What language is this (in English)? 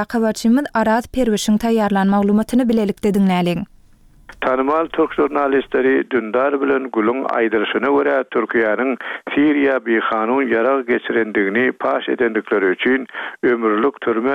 Turkmen